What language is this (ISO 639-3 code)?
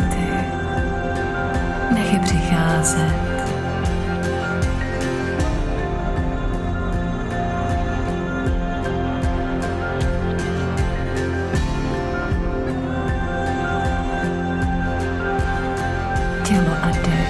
ces